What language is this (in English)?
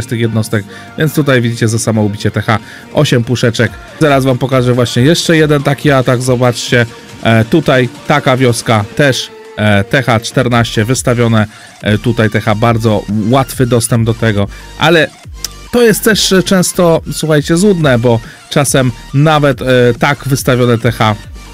Polish